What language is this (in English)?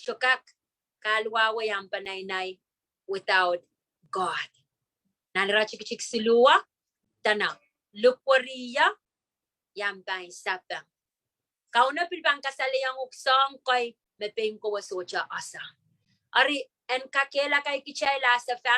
Pohnpeian